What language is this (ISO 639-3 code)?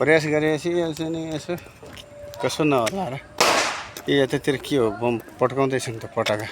nep